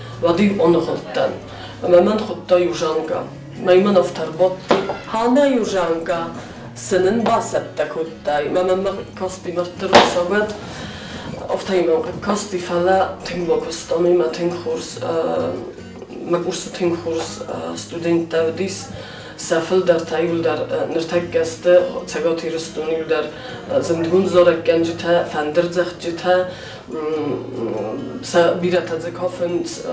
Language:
Ossetic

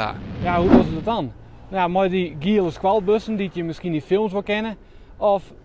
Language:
Western Frisian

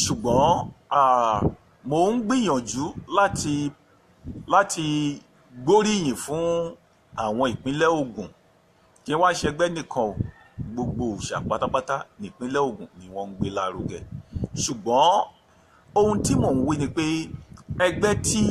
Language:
Yoruba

